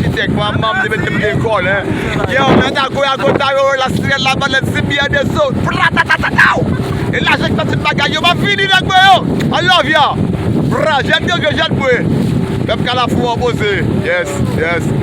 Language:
Haitian Creole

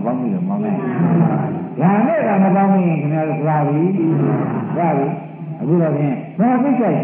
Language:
Burmese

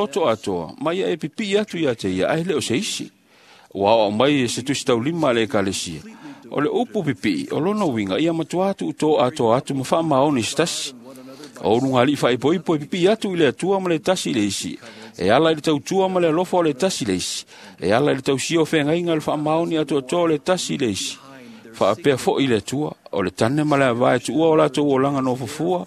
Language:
Samoan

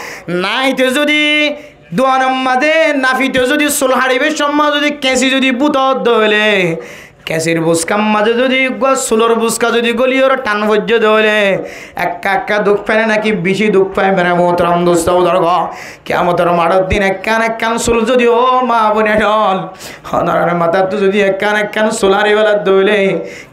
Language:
Rohingya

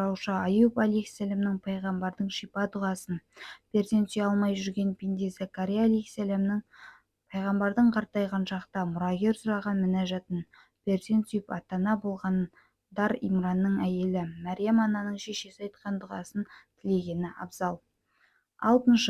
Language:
Kazakh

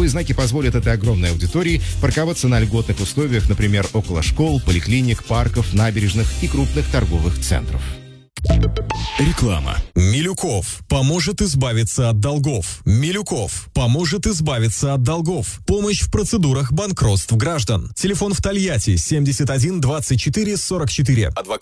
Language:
Russian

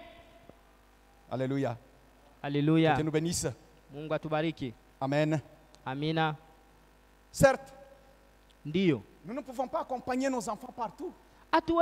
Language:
Swahili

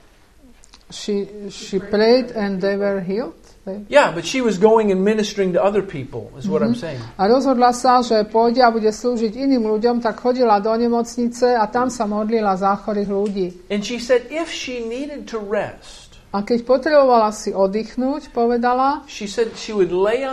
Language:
Slovak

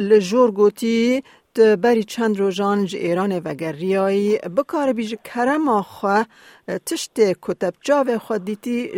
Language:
Kurdish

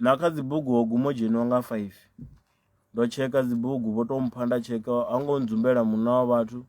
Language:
Venda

